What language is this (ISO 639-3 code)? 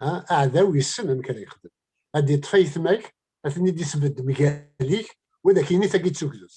kab